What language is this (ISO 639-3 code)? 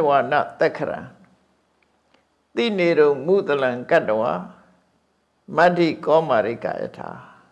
mya